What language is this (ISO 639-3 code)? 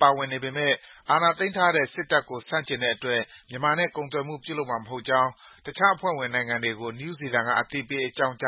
mya